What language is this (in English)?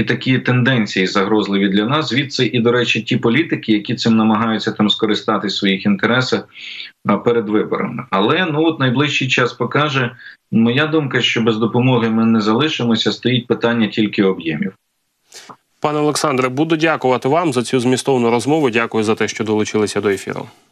Ukrainian